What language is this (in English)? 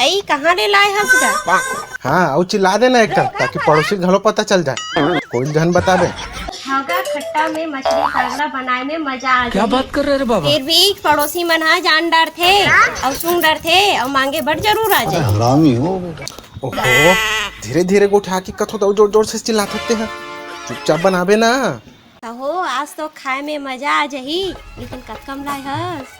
Chhattisgarhi